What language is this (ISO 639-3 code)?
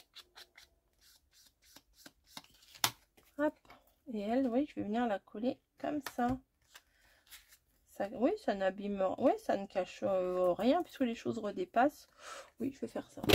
fra